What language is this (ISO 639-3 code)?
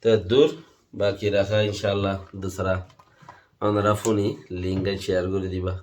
rhg